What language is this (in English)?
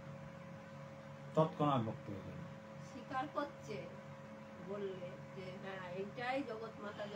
Bangla